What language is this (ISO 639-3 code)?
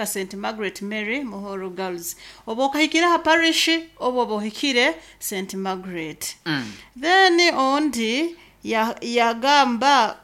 nyo